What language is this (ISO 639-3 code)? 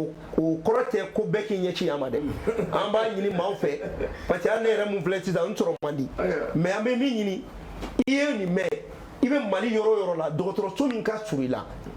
bam